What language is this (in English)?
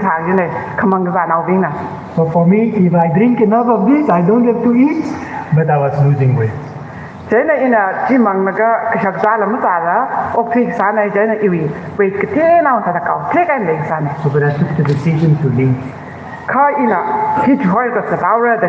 Tangkhul Naga (India)